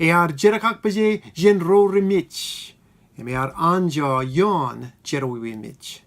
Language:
Marshallese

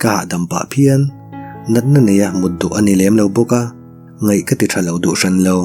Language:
Mizo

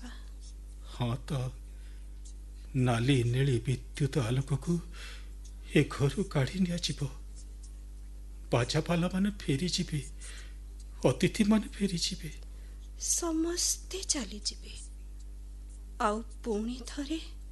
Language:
Odia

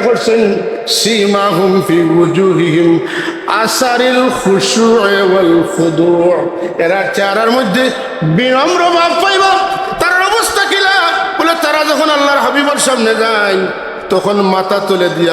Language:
Sylheti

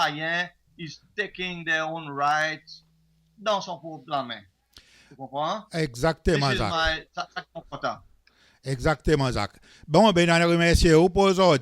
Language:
Seselwa Creole French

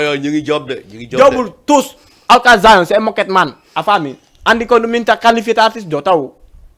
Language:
Fula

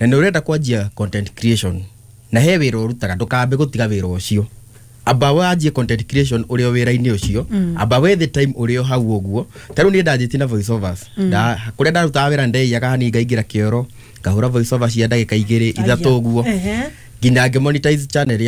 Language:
Kikuyu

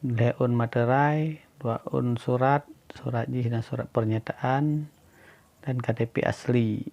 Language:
Achinese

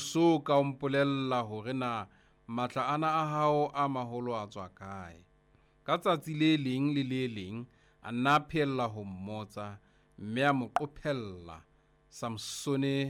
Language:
Southern Sotho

